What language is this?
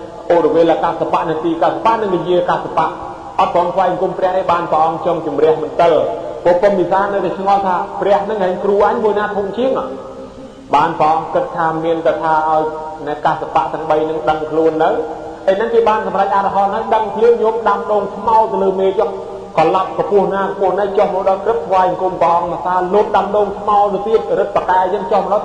Khmer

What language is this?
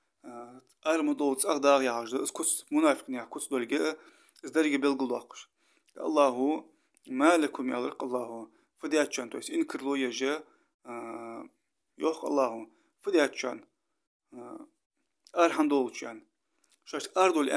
Ingush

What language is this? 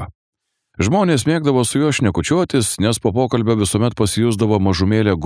Lithuanian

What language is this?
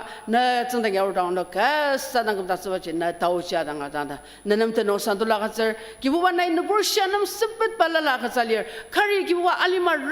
Ao Naga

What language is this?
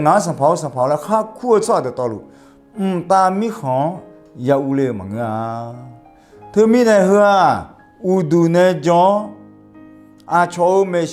Akha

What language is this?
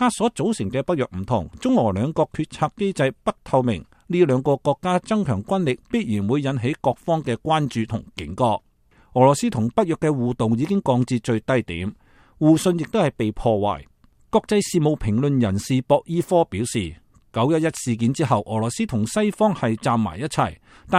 Cantonese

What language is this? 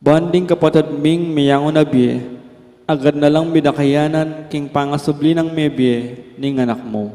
Pampanga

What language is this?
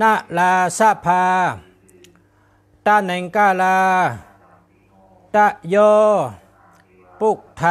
Shan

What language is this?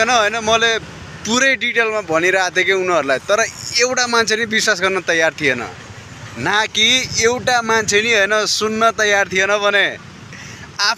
Nepali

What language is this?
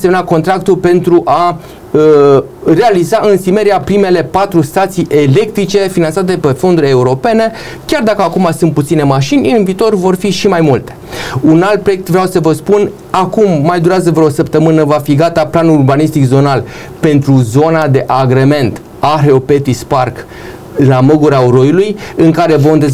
Romanian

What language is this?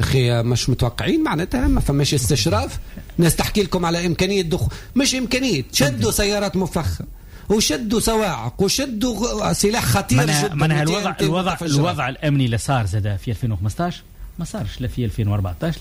Tunisian Arabic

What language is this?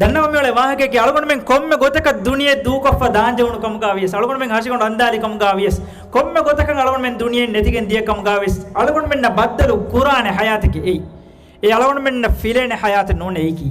Divehi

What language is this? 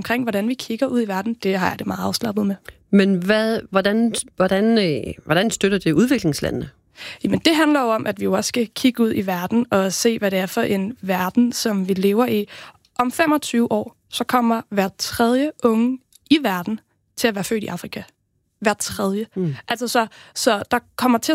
Danish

